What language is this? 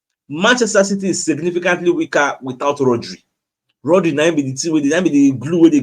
Nigerian Pidgin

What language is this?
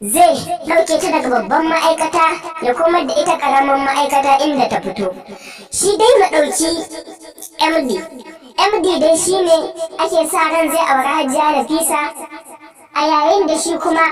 Hausa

